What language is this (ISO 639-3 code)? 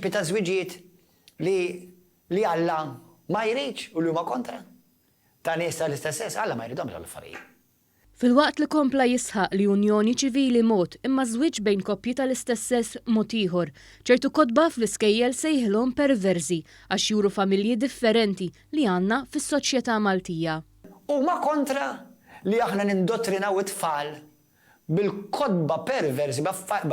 mlt